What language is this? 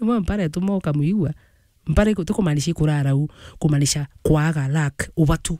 Meru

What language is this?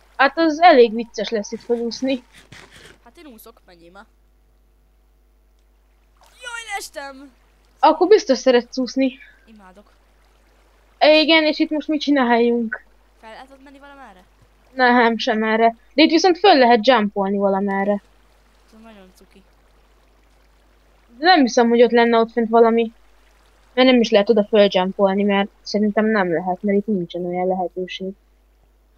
Hungarian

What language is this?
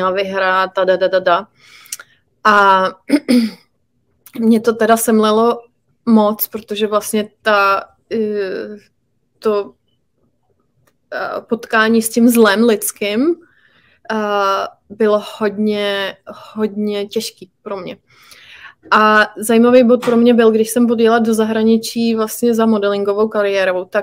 Czech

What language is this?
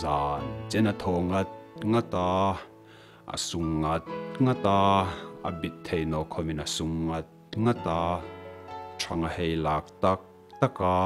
Hmar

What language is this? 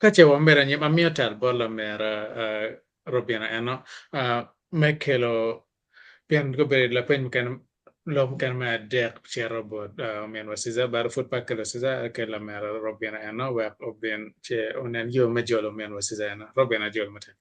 Acoli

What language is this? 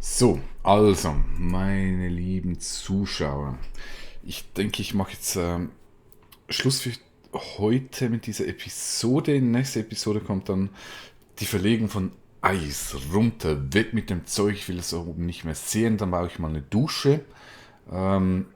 Swiss German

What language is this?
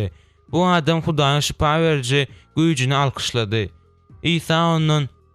Turkmen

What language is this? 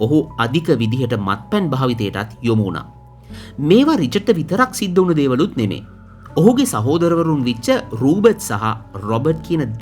Sinhala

